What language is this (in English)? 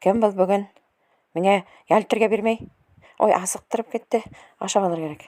Bashkir